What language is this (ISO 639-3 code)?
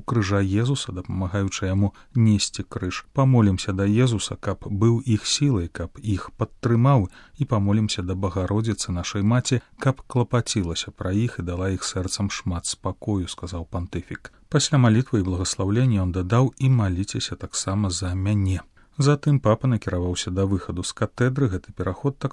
bel